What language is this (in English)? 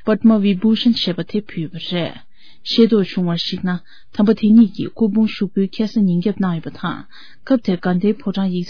Tibetan